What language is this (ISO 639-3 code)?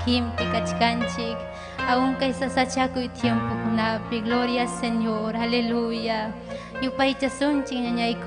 quy